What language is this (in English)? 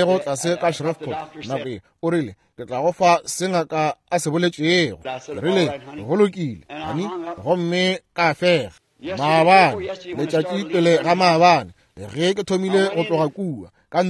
Northern Sotho